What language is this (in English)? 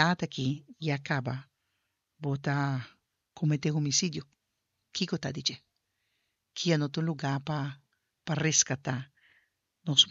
Papiamento